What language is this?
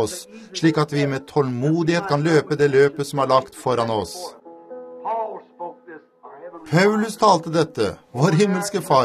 Norwegian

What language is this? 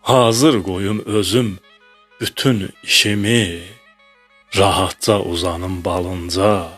Azerbaijani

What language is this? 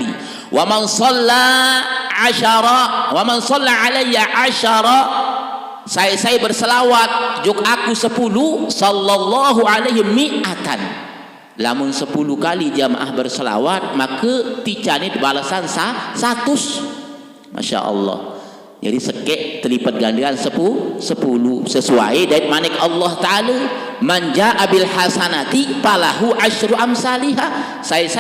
Sasak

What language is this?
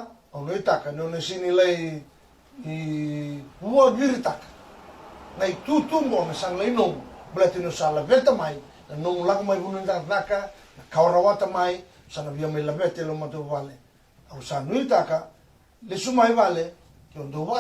Fijian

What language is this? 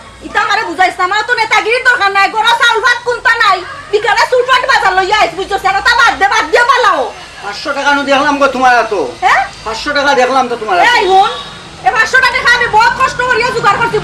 Sylheti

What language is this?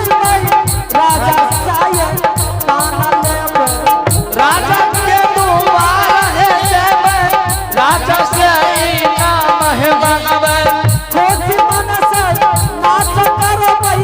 Angika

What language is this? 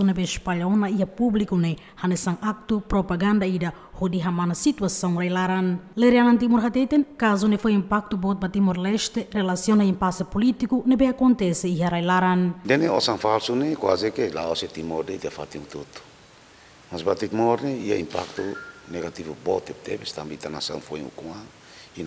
Tetum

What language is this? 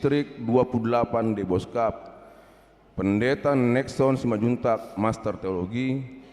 Batak Toba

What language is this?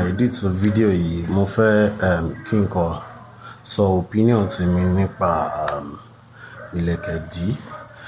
Yoruba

